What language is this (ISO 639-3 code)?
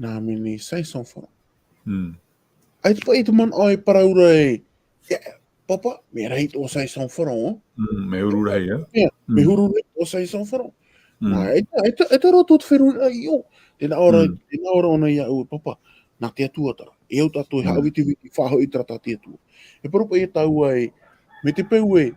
tah